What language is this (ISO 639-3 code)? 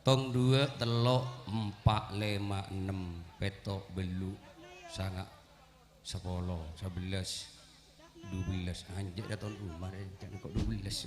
mad